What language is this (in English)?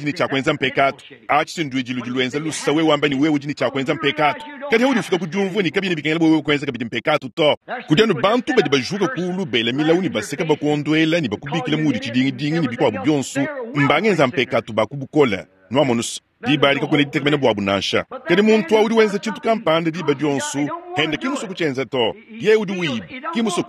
Luba-Lulua